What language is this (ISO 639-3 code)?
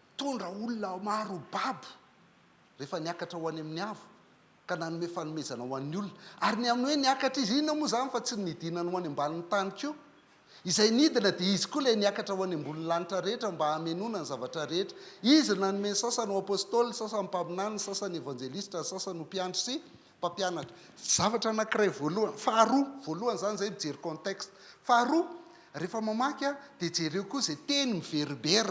mlg